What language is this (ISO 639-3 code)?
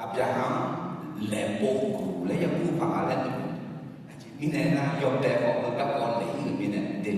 ahk